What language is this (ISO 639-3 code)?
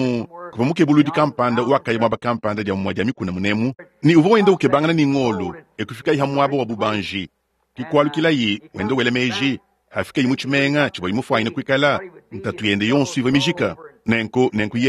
lua